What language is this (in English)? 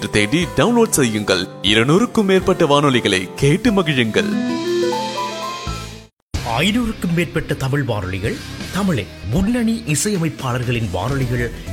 Tamil